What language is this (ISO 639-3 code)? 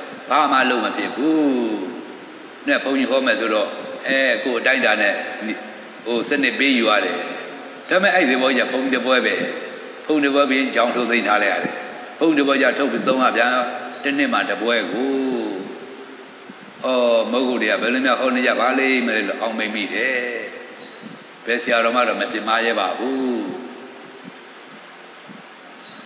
mya